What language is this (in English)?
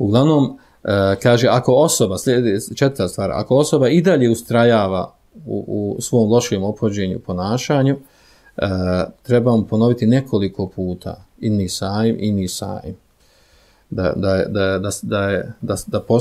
Bosnian